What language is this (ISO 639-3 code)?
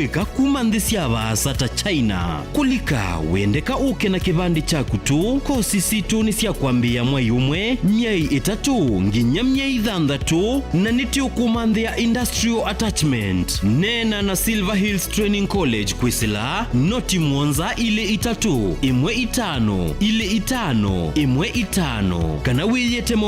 kam